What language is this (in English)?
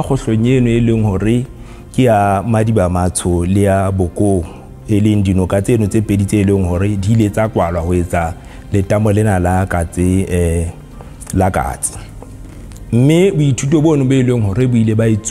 Southern Sotho